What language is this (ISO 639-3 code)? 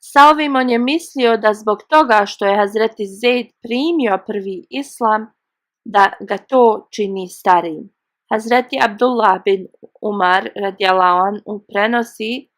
bos